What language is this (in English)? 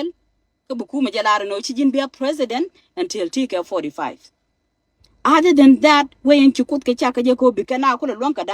Nuer